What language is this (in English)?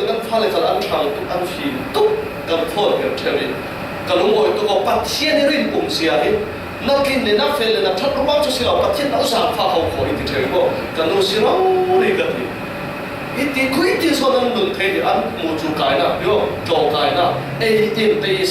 Falam Chin